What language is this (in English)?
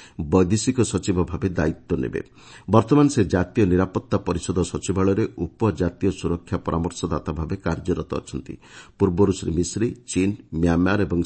Odia